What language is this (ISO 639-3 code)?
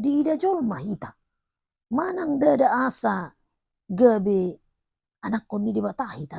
bbc